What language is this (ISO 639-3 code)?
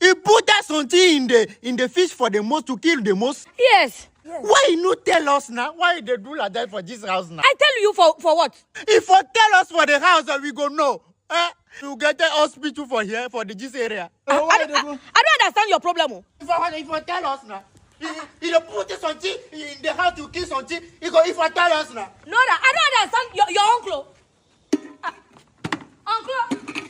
ewe